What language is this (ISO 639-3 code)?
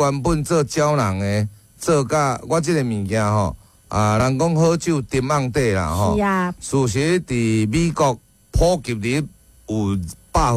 nan